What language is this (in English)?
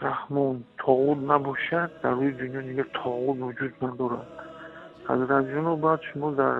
Tajik